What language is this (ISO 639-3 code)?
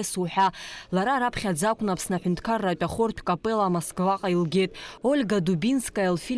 abk